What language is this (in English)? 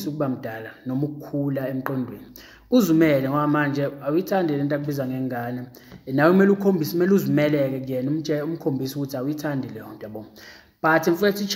Zulu